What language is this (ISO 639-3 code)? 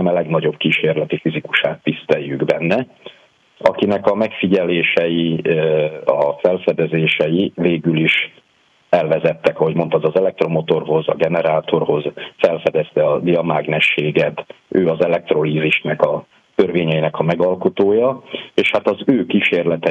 hun